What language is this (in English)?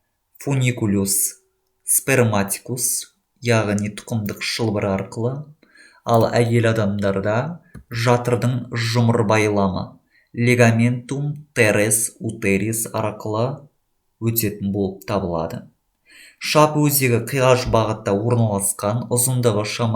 Kazakh